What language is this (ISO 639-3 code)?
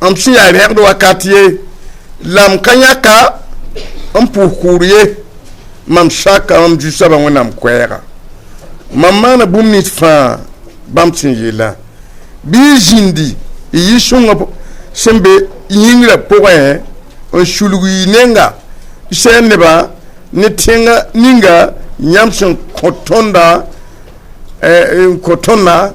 mos